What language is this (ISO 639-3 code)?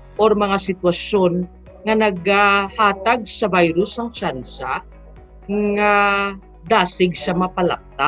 hil